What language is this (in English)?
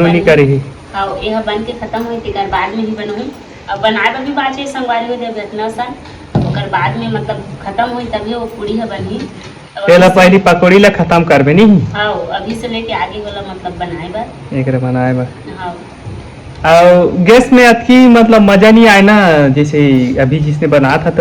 Chhattisgarhi